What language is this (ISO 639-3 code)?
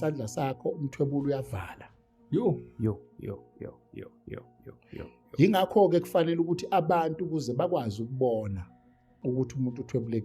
zul